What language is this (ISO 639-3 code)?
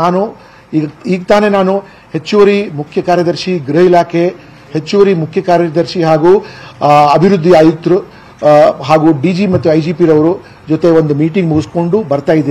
kan